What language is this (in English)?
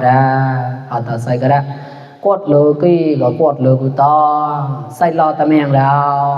Mon